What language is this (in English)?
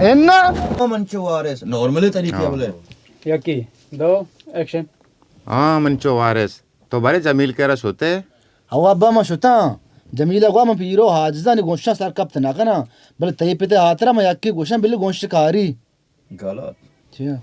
Baluchi